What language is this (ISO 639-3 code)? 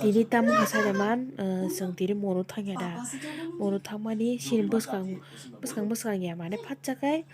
trp